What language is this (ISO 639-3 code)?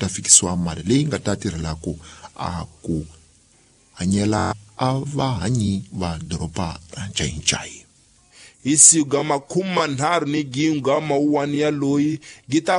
tso